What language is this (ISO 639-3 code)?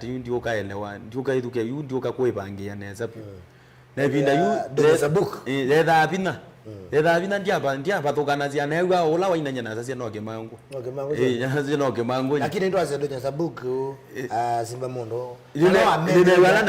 kam